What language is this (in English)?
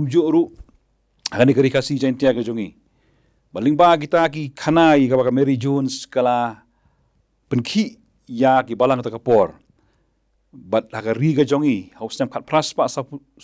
Khasi